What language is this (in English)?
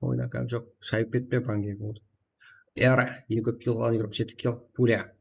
Kara-Kalpak